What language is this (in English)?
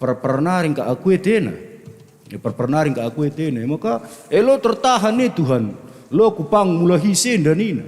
Batak Karo